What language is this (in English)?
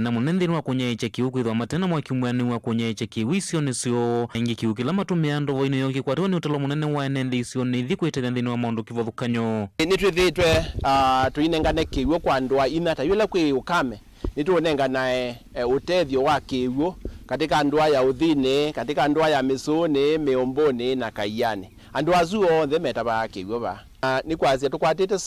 Kamba